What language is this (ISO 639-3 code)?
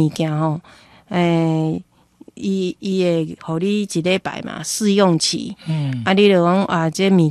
nan